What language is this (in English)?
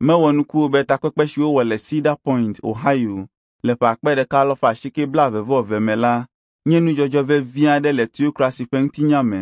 Ewe